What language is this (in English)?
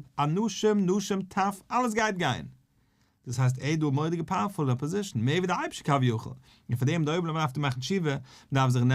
Yiddish